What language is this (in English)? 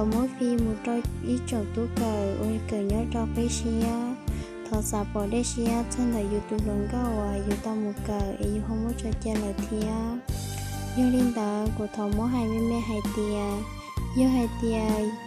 Hmong